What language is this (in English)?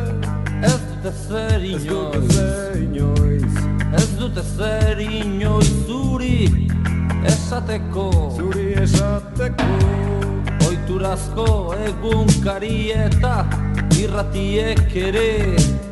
Basque